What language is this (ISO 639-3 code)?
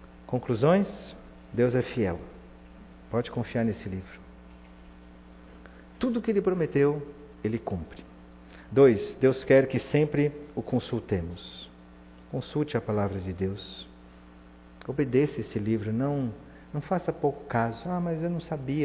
por